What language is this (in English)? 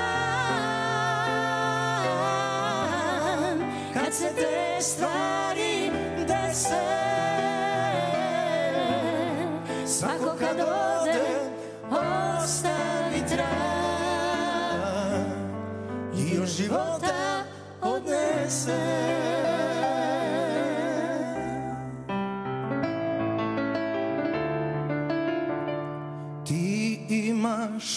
Serbian